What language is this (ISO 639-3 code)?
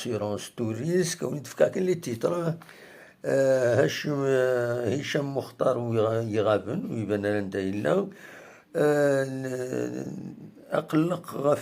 kab